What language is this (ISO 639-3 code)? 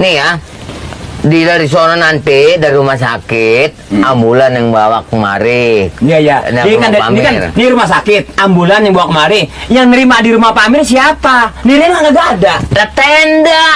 bew